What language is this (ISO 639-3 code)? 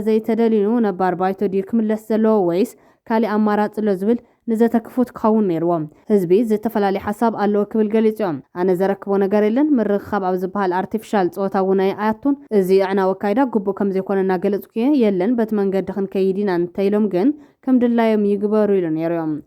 tir